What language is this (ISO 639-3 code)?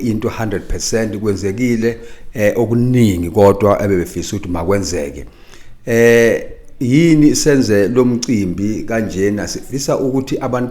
zul